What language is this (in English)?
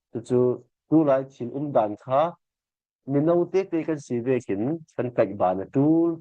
Falam Chin